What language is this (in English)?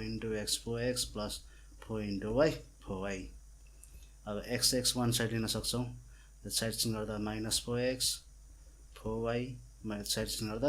Nepali